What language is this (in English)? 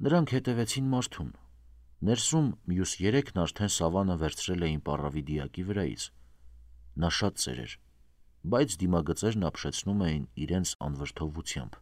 Armenian